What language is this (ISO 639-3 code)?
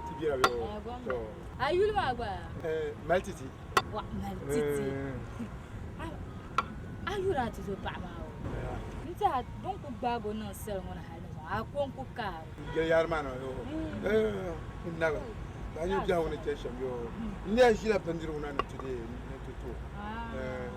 dag